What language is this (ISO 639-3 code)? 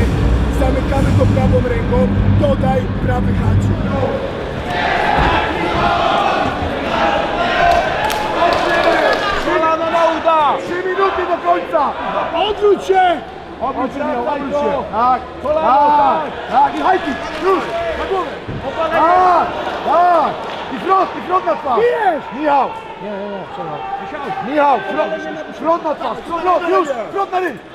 pol